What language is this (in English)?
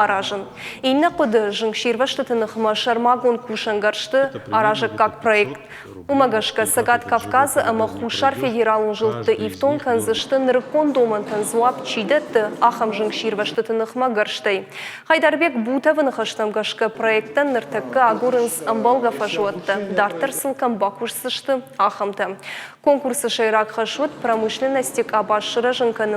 Ossetic